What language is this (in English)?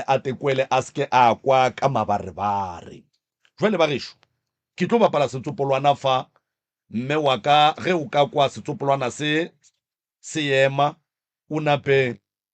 Northern Sotho